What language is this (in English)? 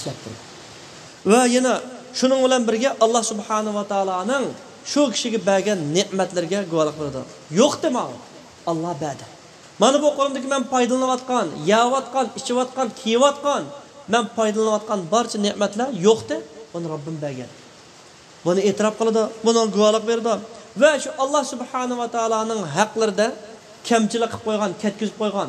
Uyghur